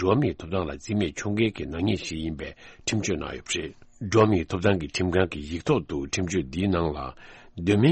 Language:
Tibetan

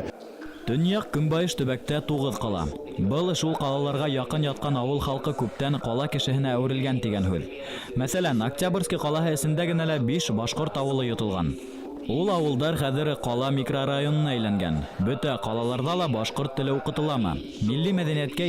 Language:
Bashkir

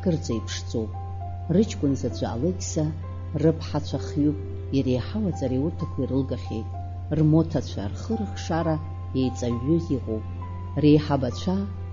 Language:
Abkhazian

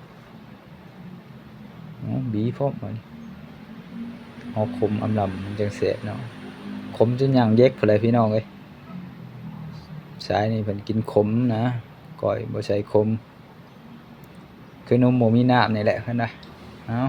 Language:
Lao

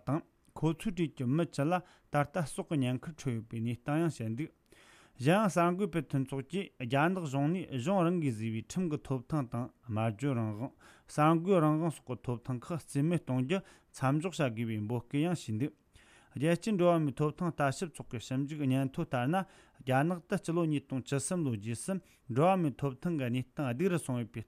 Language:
Tibetan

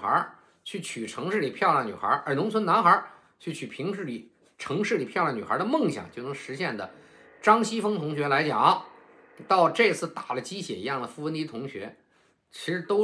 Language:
Chinese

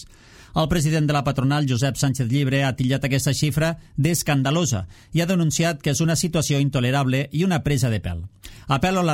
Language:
Catalan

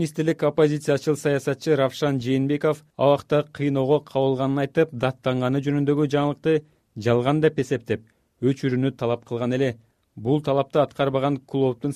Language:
Kyrgyz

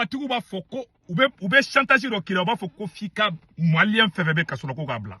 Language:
Bambara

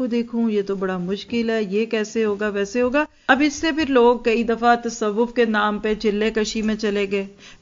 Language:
Urdu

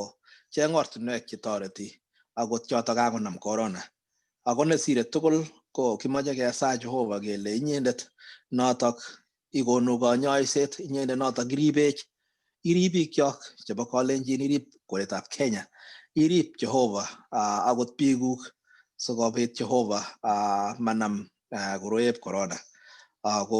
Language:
Kalenjin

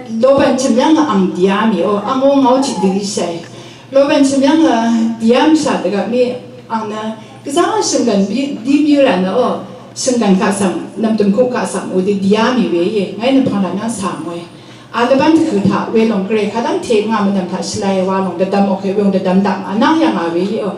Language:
Rawang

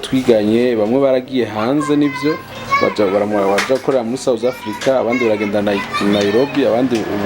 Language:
Rundi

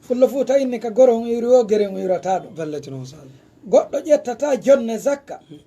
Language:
Fula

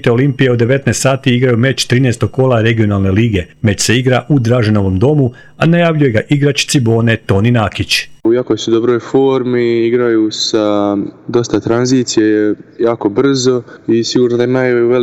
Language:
Croatian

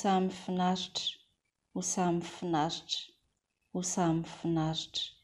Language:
Malagasy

